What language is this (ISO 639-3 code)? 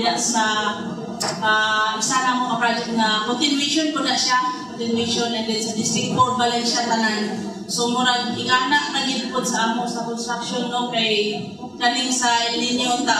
ceb